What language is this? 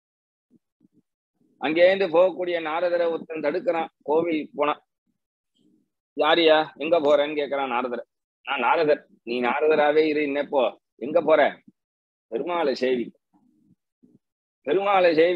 Tamil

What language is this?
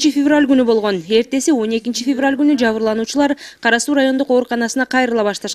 Kyrgyz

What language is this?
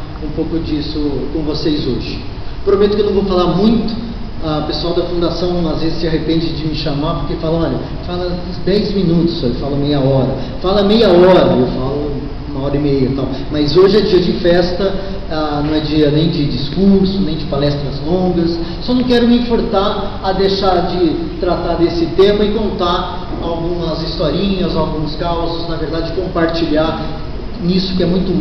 Portuguese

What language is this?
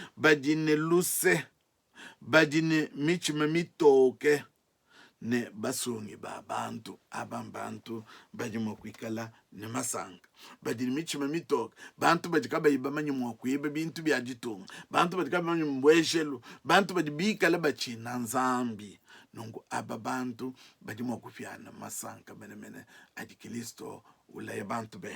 Luba-Lulua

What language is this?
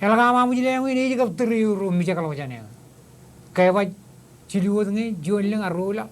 Marshallese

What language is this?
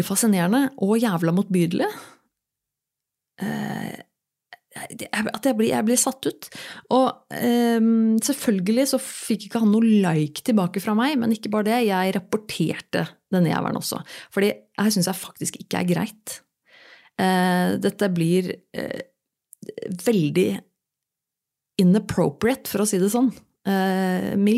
Norwegian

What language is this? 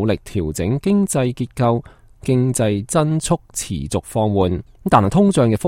Cantonese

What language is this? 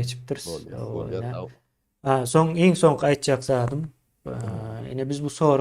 Turkmen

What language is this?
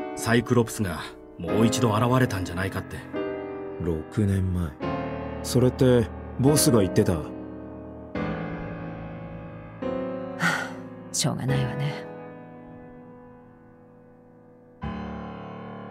Japanese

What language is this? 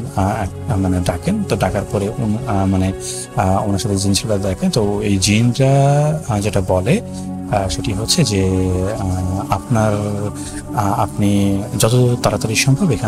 Bangla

